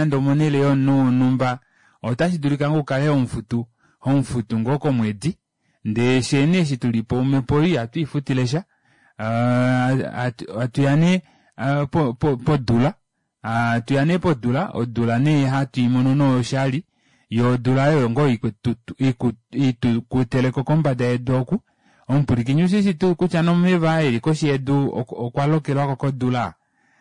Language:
Kuanyama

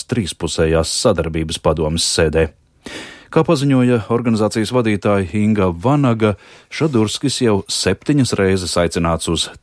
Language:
Latvian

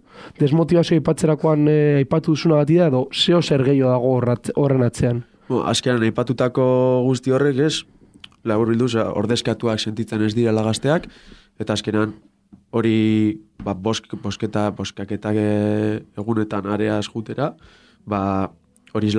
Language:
Basque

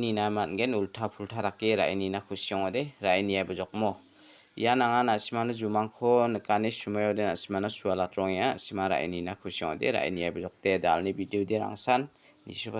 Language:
Garo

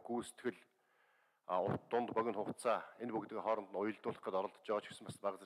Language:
Mongolian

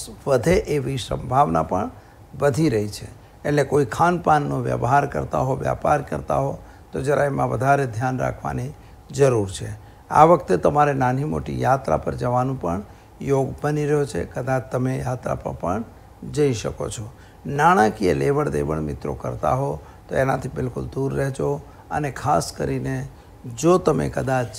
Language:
Gujarati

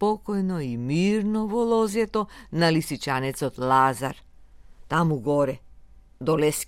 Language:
Macedonian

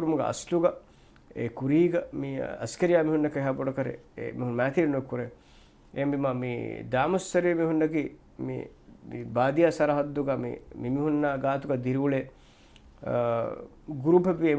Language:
Divehi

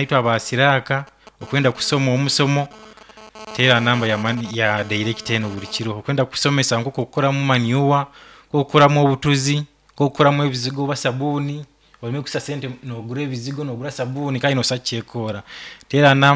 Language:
Nyoro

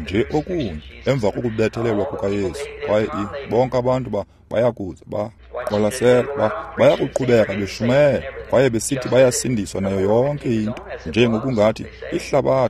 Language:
Xhosa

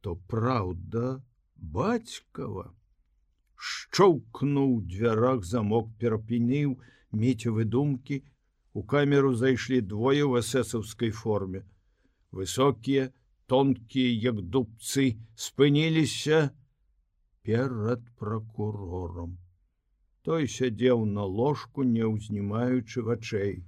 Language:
Belarusian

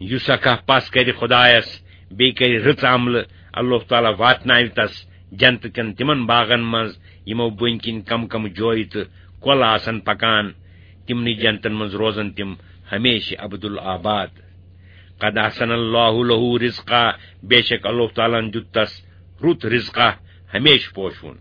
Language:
Kashmiri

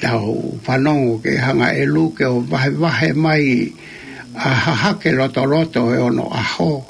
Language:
Tongan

